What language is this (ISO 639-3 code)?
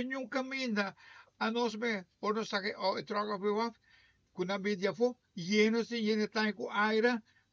pap